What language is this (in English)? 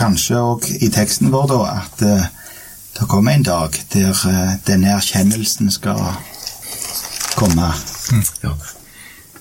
Norwegian